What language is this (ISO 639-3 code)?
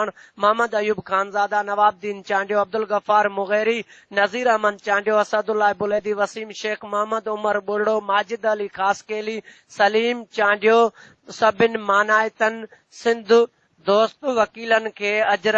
snd